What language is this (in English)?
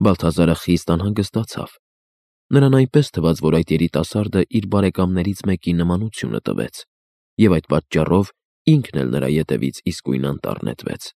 Armenian